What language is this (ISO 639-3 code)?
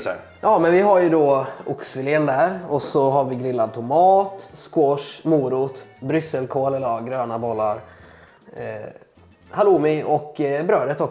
swe